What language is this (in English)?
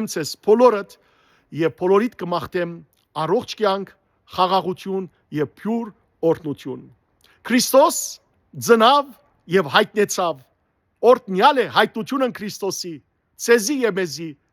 Western Armenian